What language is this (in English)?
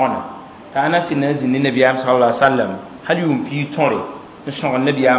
Mossi